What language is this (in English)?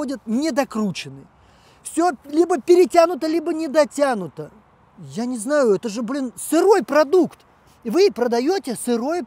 Russian